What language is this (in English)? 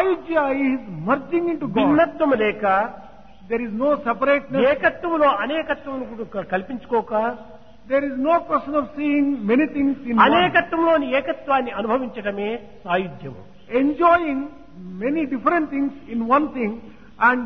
Telugu